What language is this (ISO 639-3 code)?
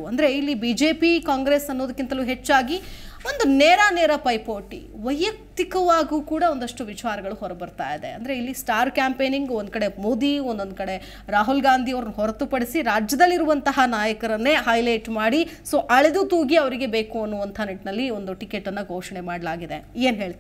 kan